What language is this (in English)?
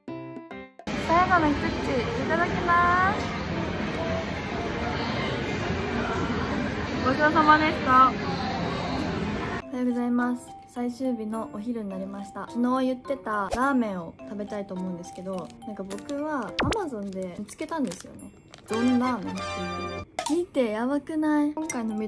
Japanese